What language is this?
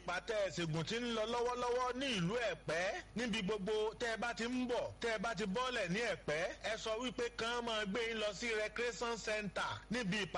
Yoruba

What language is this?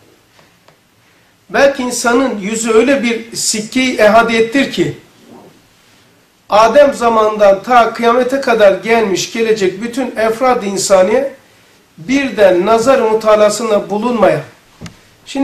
Turkish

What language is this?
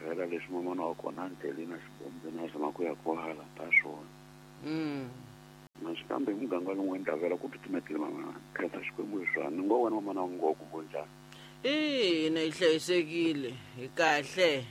Tsonga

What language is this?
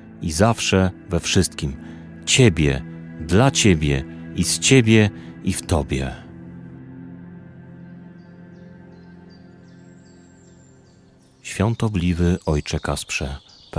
Polish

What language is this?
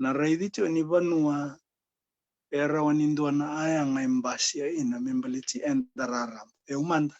Fijian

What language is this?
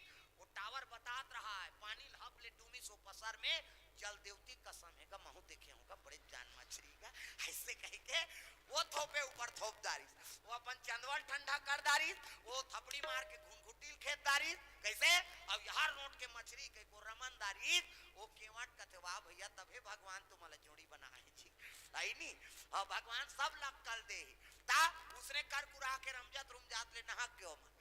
Chhattisgarhi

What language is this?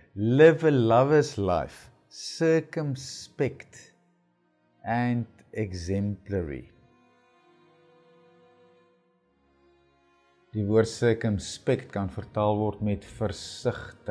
Afrikaans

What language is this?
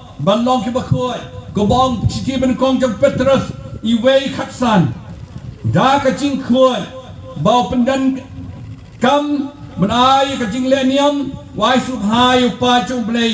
Khasi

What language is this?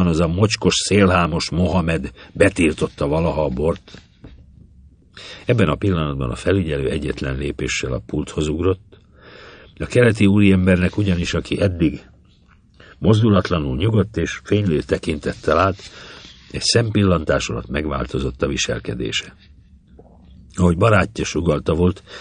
Hungarian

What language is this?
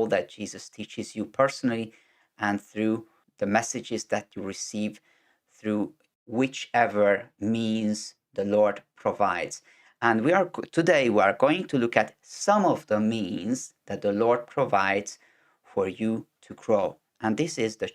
English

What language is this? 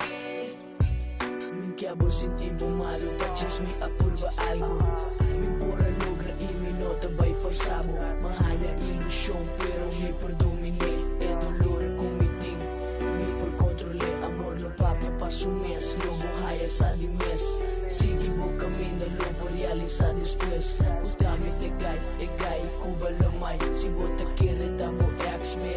Papiamento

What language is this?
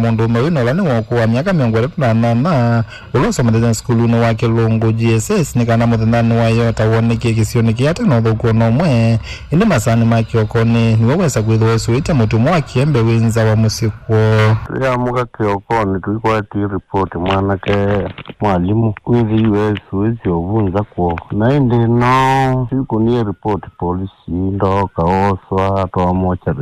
Kamba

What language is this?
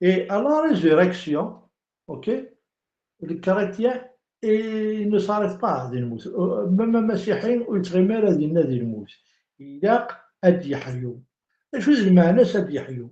Kabyle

